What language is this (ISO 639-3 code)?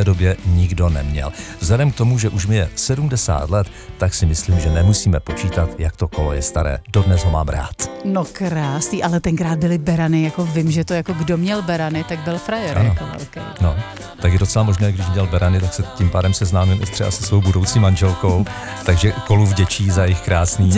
ces